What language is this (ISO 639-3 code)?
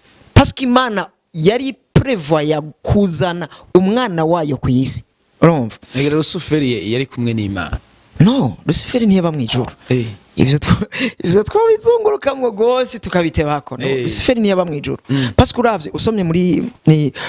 run